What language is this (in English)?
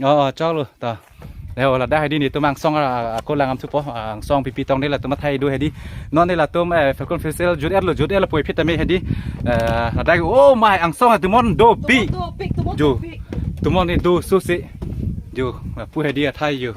Karbi